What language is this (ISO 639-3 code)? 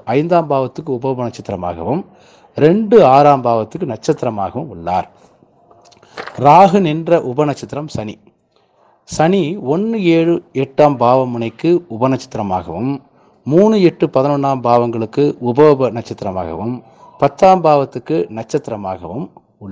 tam